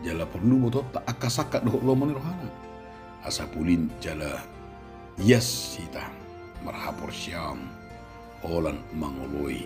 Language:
Batak Toba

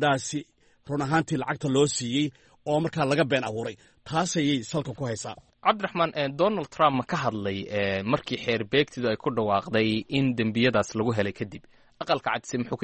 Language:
Somali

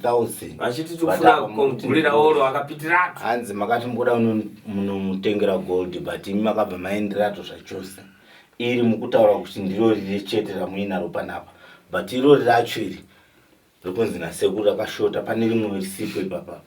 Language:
Shona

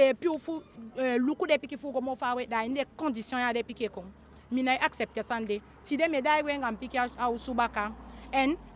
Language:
Eastern Maroon Creole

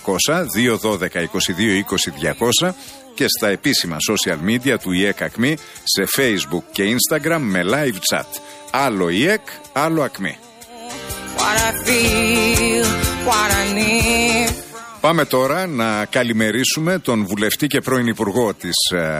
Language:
Greek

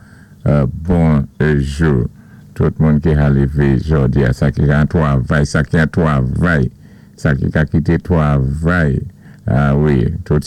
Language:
Saint Lucian Creole French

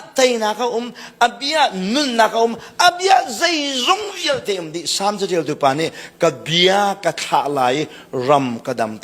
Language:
Hakha Chin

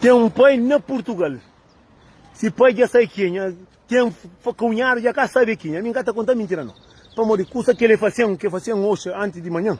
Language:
Kabuverdianu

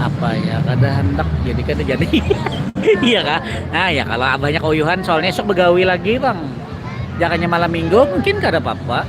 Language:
Banjar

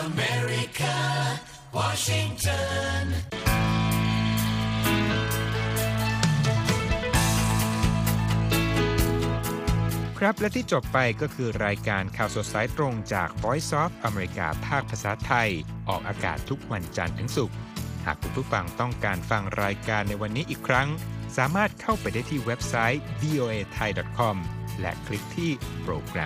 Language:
Thai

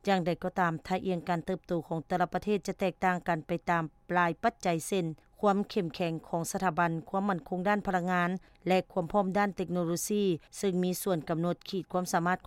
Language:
Lao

